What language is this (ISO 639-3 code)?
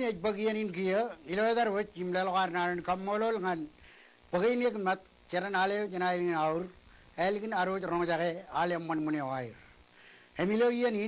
mah